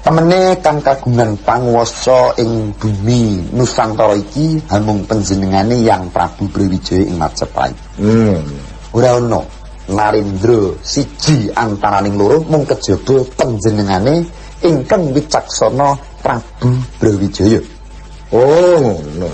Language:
Javanese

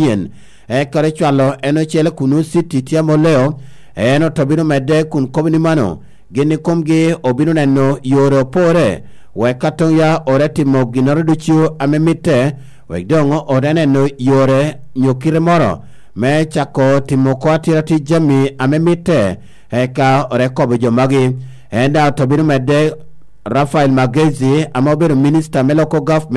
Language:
Lango (Uganda)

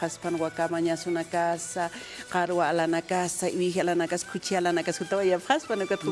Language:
Aymara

